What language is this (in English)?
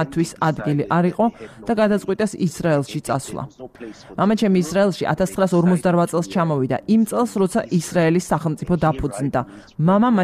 Georgian